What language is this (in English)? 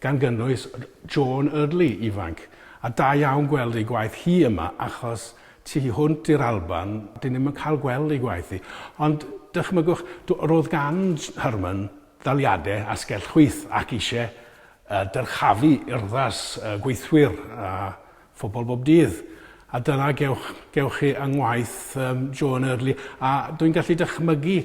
Welsh